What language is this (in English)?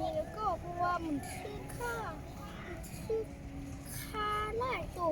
Lao